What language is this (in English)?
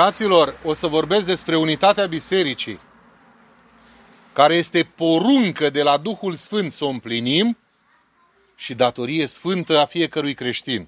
Romanian